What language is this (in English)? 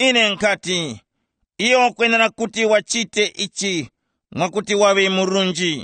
Tumbuka